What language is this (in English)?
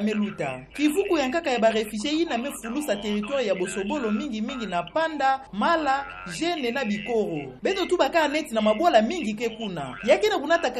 Kituba (Democratic Republic of Congo)